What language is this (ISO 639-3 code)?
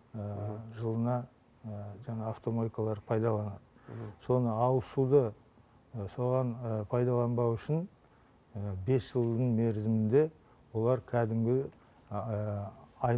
kaz